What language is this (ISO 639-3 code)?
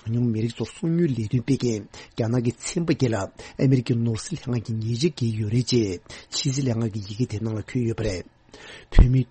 bod